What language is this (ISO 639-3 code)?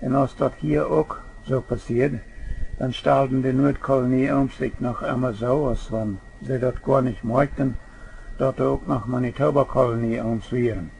pdt